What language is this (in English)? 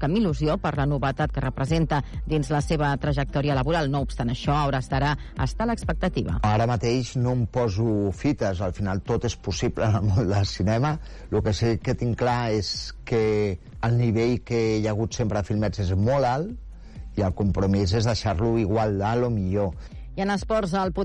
Catalan